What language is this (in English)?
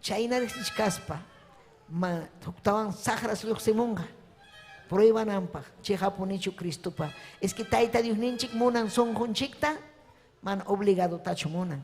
Ayacucho Quechua